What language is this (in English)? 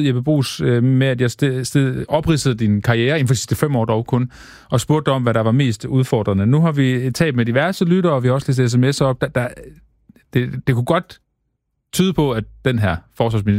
Danish